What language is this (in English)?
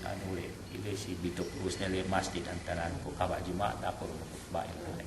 Yakan